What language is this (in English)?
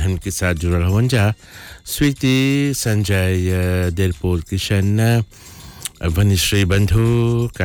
Bhojpuri